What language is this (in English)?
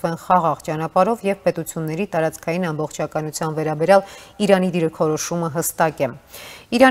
Armenian